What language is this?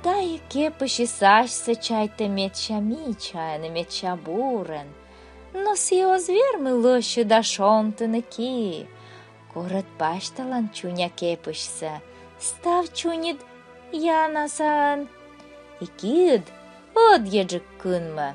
Komi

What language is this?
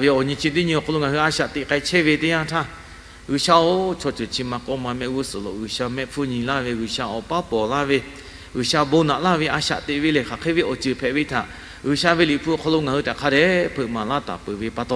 Lahu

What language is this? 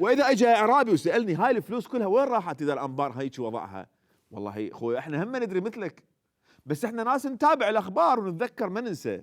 Mesopotamian Arabic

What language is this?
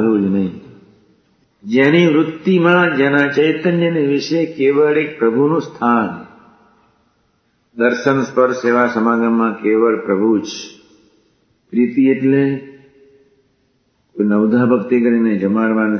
Gujarati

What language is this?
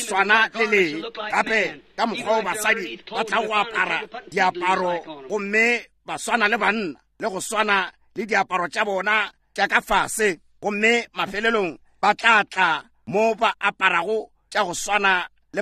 Northern Sotho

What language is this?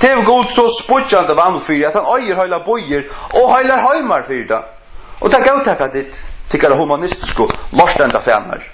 Faroese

